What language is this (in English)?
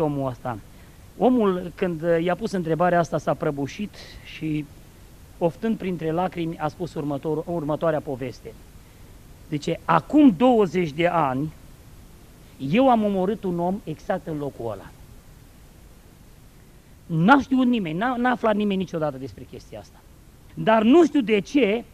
Romanian